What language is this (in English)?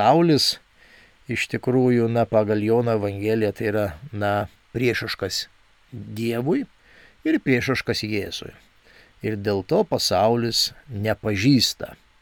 Lithuanian